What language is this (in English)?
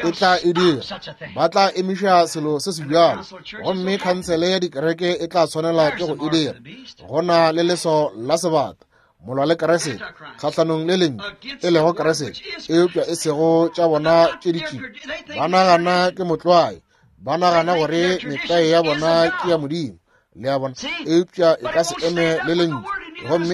Northern Sotho